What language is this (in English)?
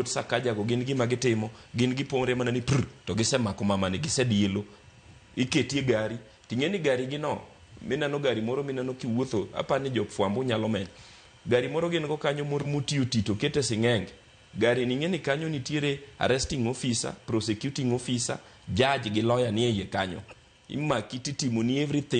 Luo (Kenya and Tanzania)